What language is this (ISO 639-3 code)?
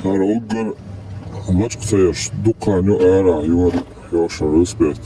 che